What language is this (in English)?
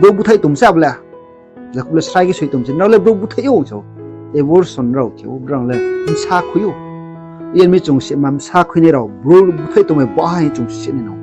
Riang (India)